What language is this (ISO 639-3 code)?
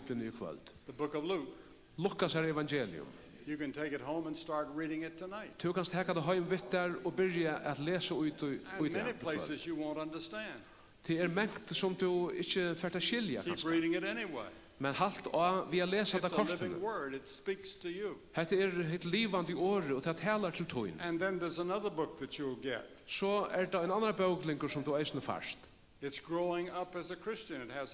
fao